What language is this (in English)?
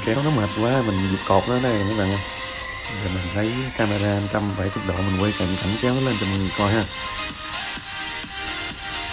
Vietnamese